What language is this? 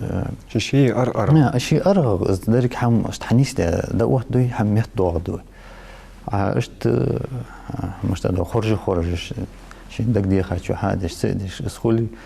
Ingush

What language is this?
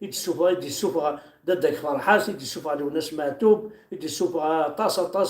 Kabyle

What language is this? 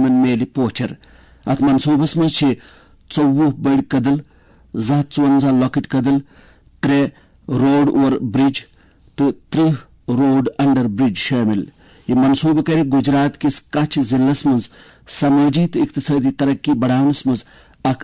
Kashmiri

